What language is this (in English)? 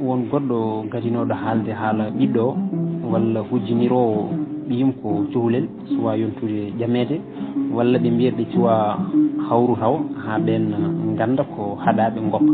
Fula